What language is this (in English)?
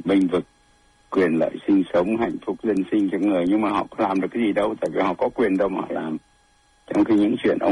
Vietnamese